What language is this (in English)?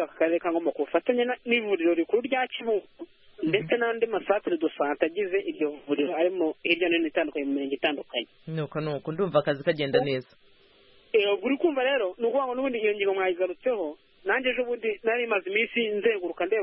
Kinyarwanda